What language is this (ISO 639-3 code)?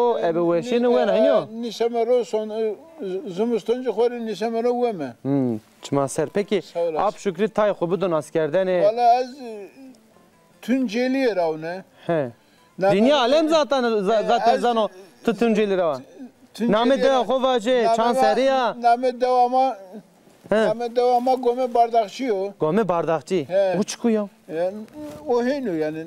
zza